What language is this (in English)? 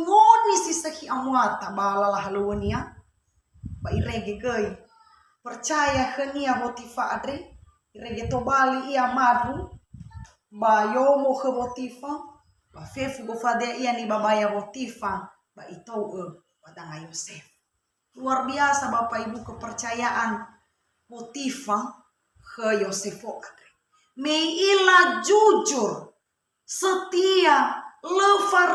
Nias